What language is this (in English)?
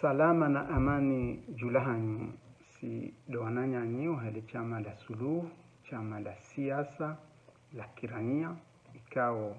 Ngazidja Comorian